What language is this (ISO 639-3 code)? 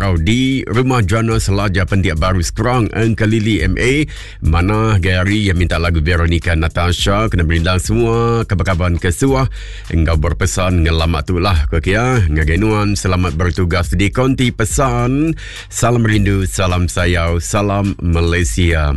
iba